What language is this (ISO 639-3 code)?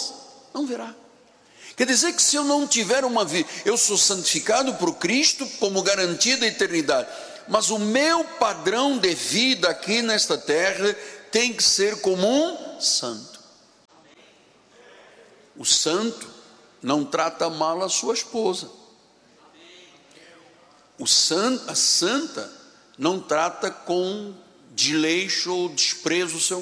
por